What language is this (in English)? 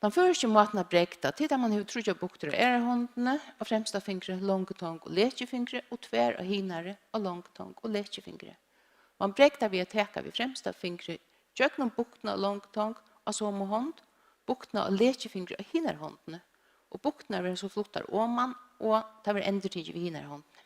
Faroese